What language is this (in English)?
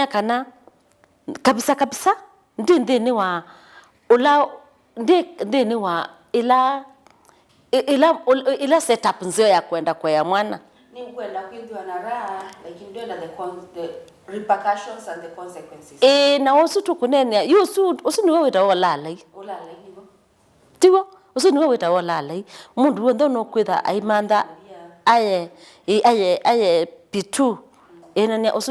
Kamba